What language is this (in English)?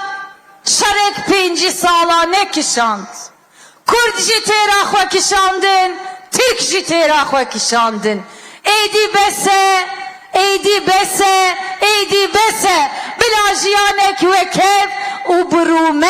Kurdish